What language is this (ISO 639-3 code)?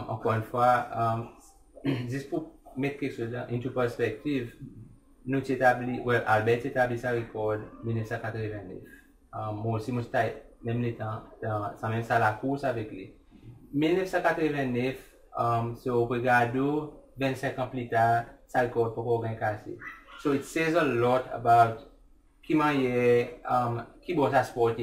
crs